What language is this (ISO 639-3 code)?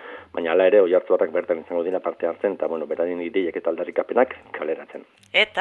eus